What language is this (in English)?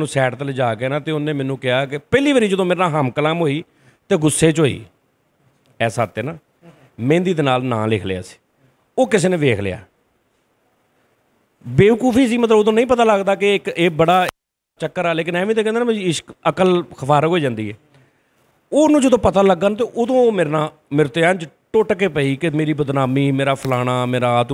Punjabi